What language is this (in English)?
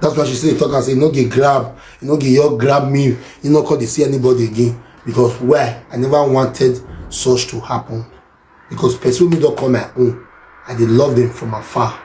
Nigerian Pidgin